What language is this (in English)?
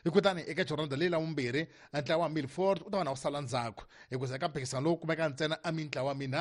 Tsonga